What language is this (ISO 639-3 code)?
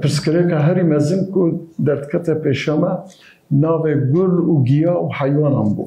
kur